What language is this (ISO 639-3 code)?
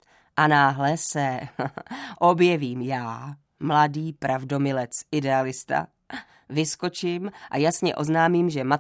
ces